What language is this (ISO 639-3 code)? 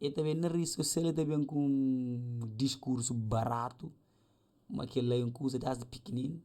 kea